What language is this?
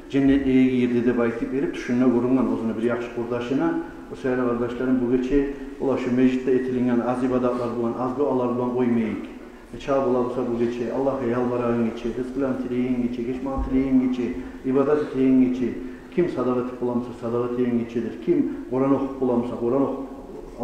Kumyk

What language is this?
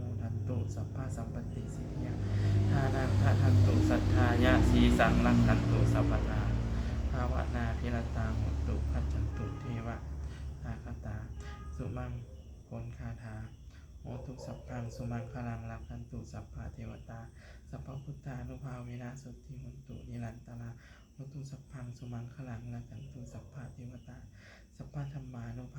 Pali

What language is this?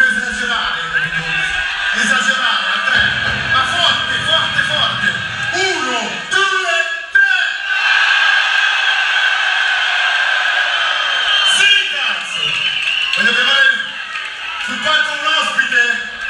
Italian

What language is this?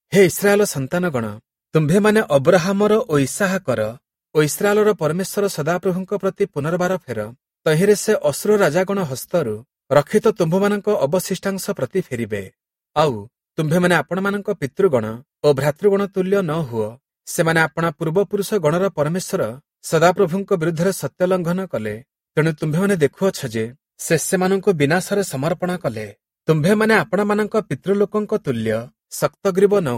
Odia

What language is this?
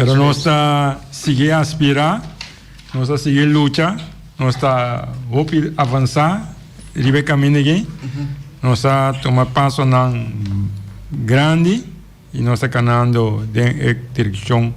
Papiamento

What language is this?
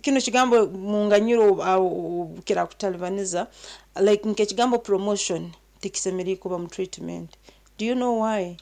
Nyankole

